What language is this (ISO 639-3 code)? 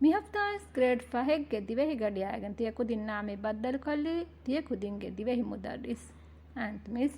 div